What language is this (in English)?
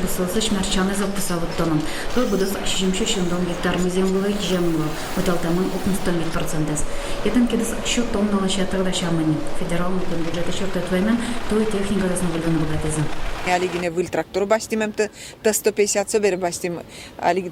Udmurt